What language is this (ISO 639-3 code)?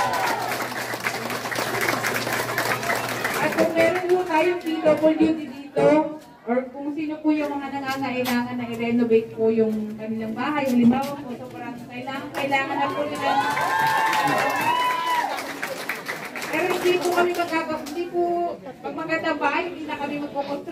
fil